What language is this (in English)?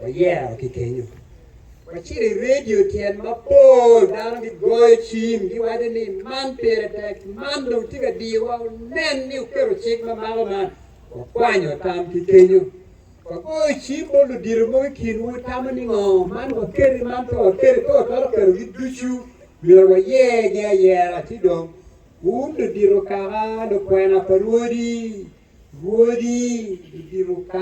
Acoli